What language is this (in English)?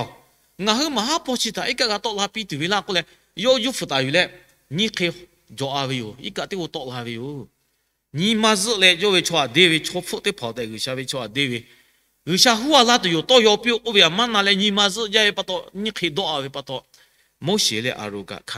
Lahu